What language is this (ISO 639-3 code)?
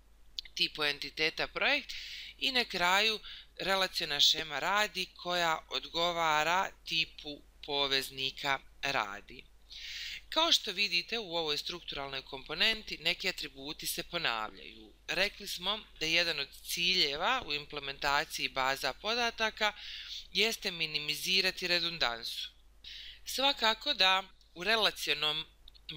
bos